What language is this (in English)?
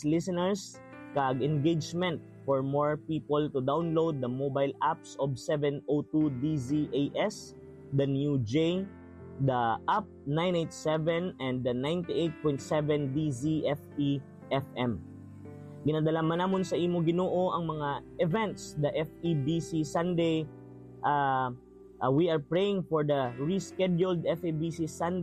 Hiligaynon